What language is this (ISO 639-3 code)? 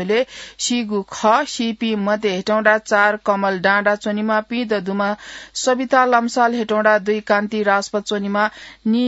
new